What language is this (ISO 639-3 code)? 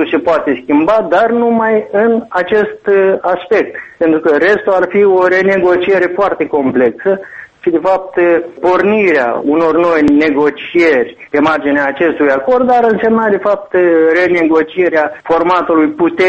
ron